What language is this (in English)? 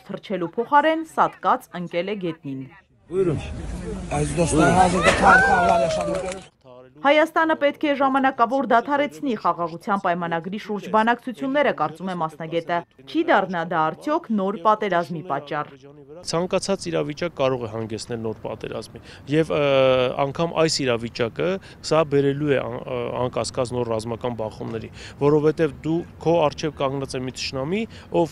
Armenian